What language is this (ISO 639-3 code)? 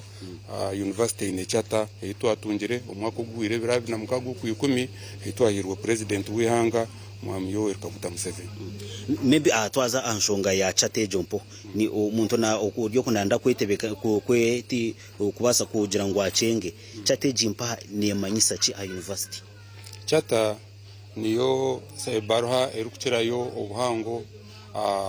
nyn